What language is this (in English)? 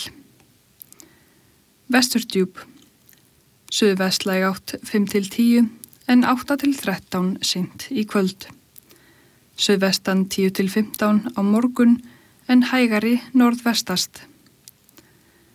Icelandic